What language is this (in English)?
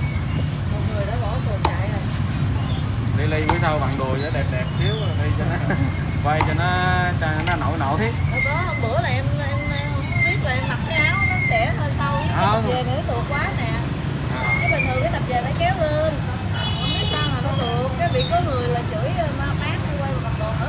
Vietnamese